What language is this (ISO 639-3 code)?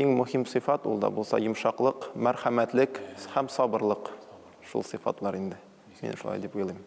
tat